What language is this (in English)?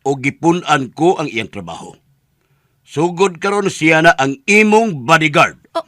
Cebuano